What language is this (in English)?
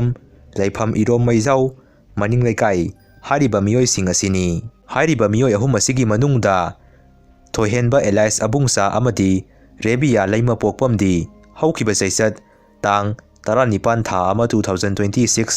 Manipuri